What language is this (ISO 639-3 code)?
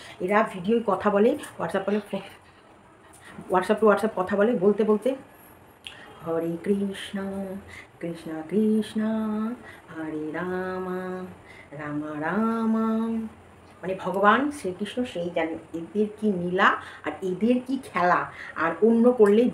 ben